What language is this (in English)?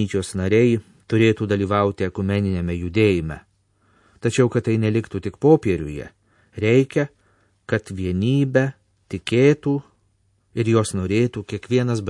Lithuanian